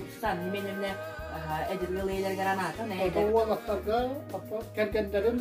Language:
Yakut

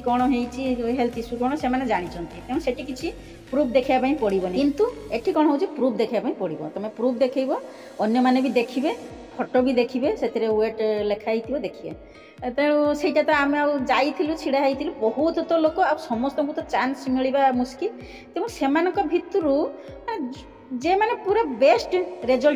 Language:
Odia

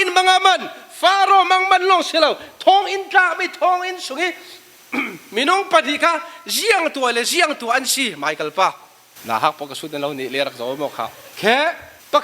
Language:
Falam Chin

